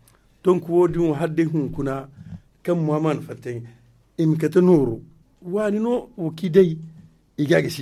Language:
Zarma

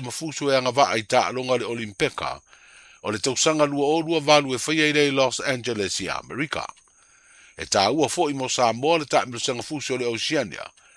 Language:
Samoan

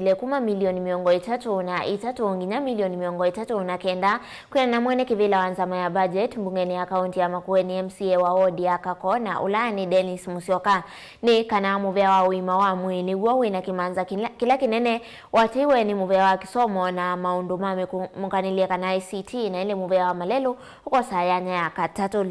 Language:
Kamba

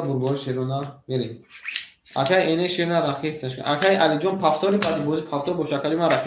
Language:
Tajik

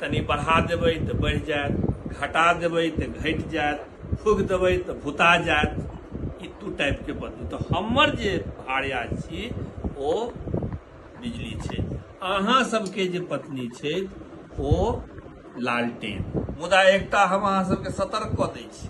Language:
Maithili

